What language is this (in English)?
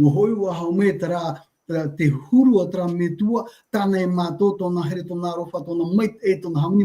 Tahitian